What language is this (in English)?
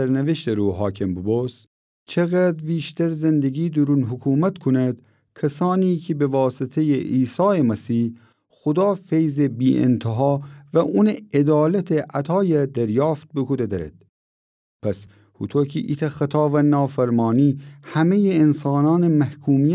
Gilaki